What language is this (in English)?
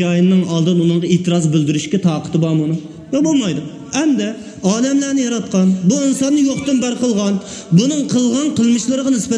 Uyghur